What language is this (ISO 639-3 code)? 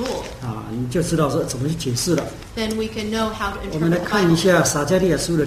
zho